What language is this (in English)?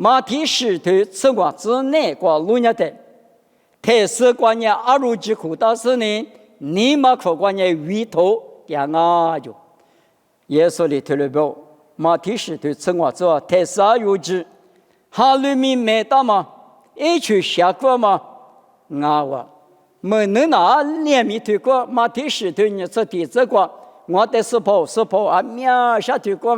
Lisu